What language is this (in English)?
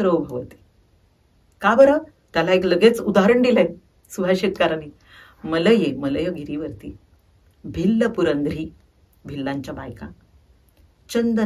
Marathi